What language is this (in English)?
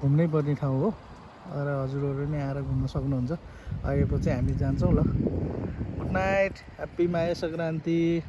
Nepali